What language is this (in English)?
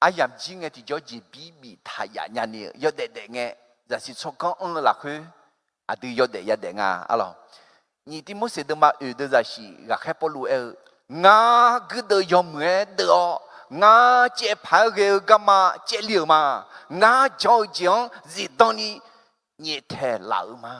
Akha